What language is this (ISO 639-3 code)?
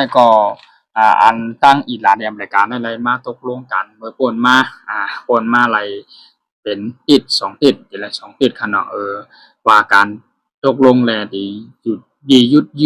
shn